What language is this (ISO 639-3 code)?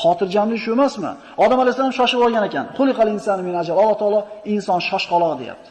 uzb